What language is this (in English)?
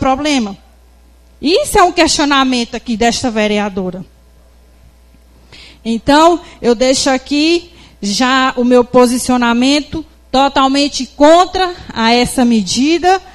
Portuguese